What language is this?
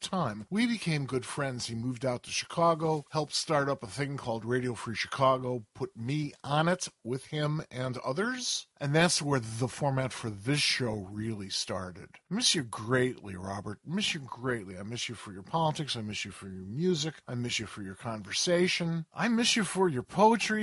English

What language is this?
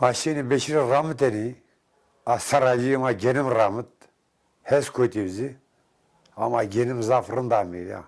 Zaza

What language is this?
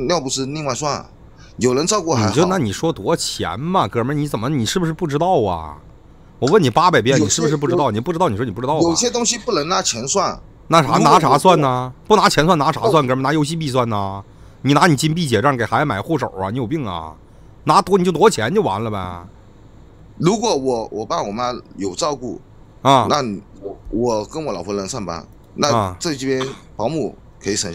Chinese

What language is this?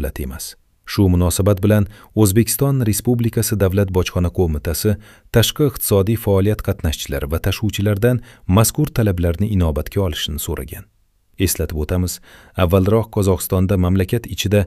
Uzbek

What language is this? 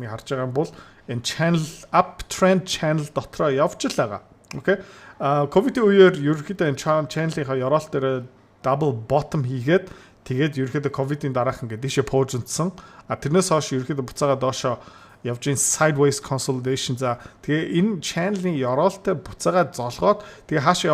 Mongolian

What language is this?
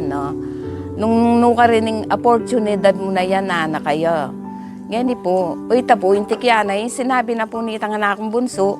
Pampanga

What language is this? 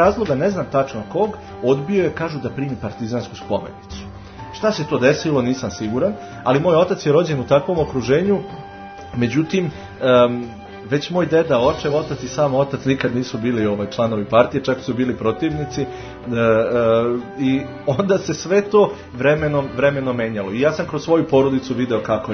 Serbian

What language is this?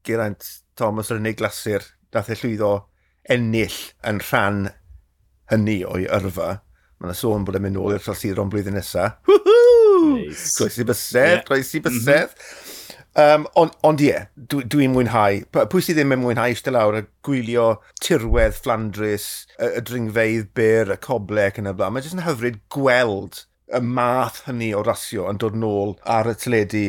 Welsh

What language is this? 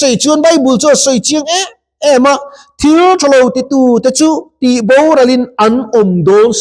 Mizo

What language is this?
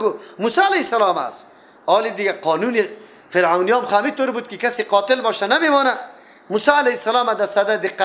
Persian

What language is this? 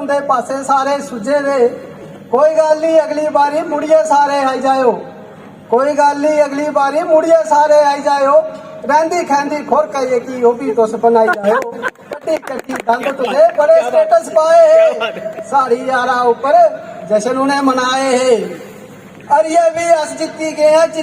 Dogri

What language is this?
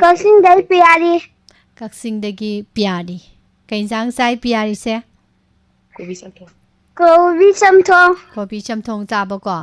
Manipuri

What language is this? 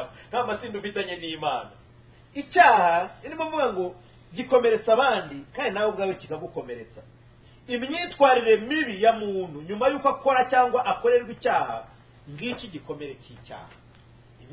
Kinyarwanda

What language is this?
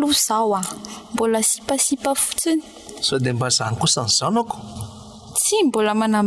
Malagasy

